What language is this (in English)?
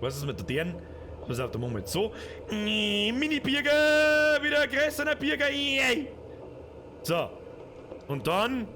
Bavarian